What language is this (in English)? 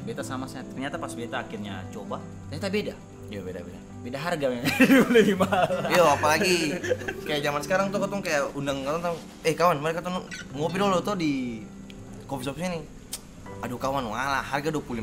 Ambonese Malay